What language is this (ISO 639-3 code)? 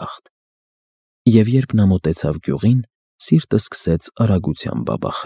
hye